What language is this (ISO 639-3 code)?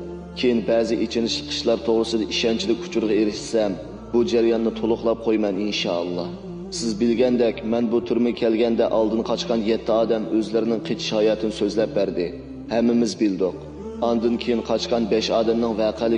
uig